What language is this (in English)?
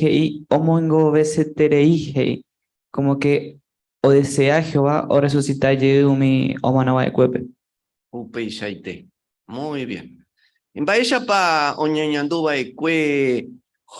Guarani